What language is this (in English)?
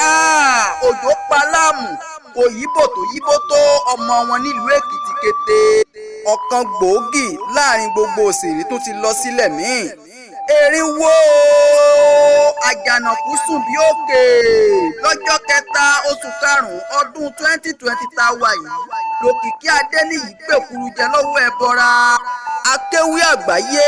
Yoruba